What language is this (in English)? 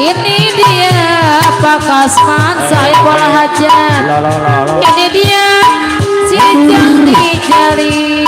Betawi